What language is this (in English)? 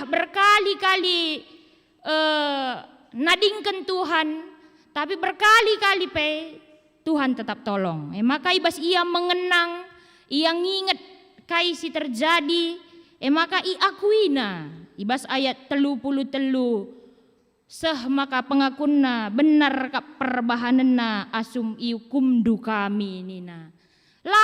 Batak Karo